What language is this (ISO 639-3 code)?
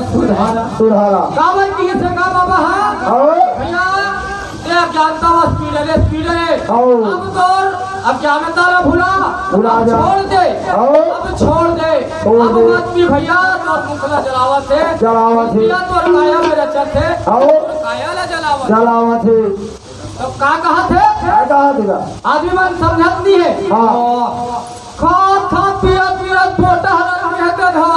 hne